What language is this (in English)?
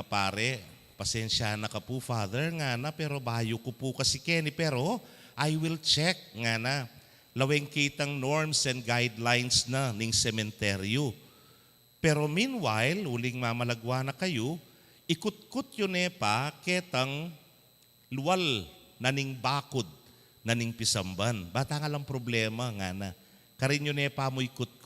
Pampanga